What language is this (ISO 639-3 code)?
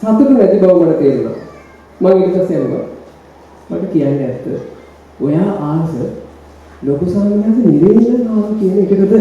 sin